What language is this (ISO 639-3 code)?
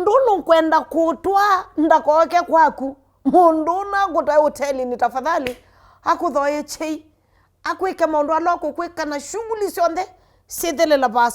kam